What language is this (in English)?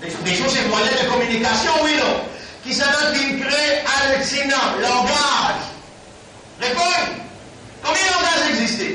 Morisyen